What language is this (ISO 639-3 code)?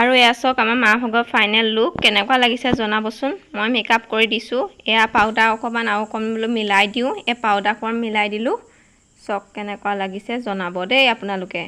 asm